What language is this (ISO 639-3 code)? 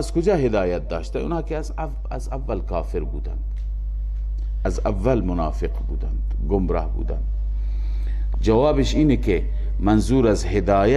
fas